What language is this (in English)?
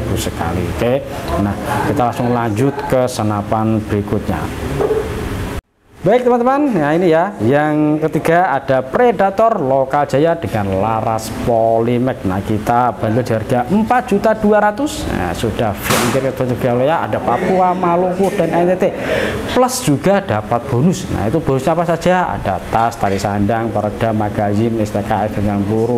Indonesian